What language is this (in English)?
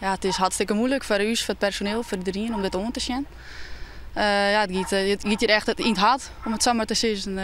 Western Frisian